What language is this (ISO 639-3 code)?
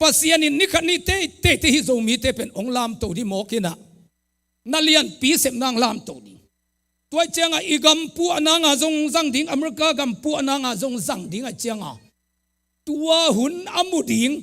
ctd